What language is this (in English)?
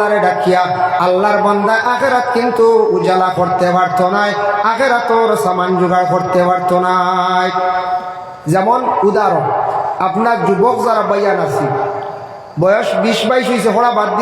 Sylheti